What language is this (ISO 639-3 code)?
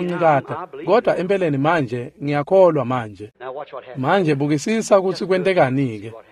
ssw